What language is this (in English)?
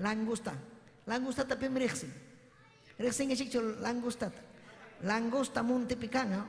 Ayacucho Quechua